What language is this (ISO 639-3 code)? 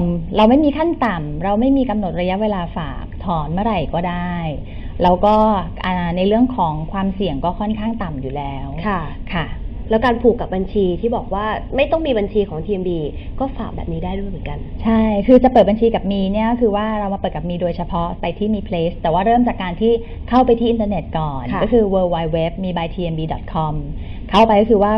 tha